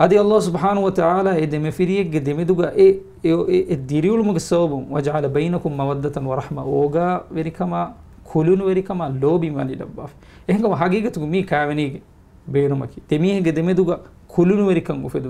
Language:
Divehi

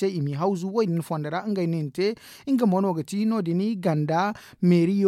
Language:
Zarma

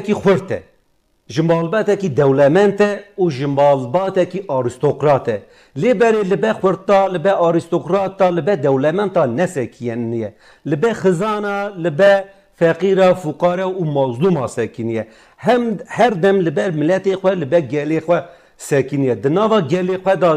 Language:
Kurdish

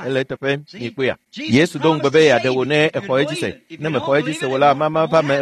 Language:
Ewe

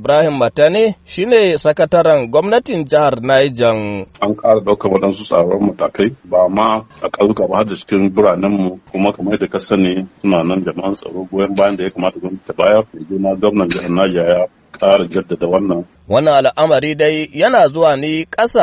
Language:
Hausa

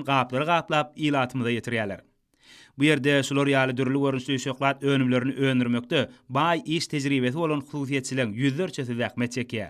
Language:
Turkmen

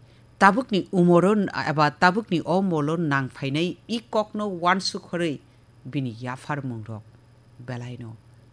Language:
Kok Borok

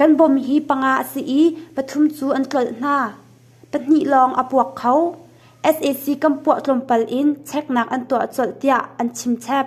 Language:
Hakha Chin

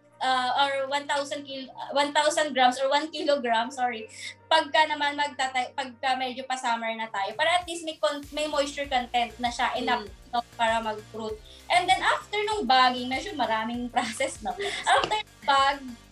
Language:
Filipino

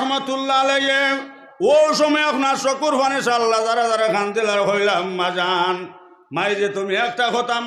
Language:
Sylheti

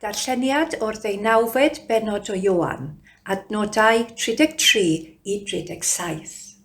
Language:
Welsh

